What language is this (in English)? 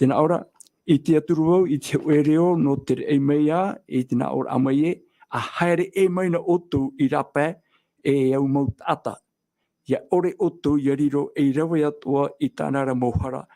Tahitian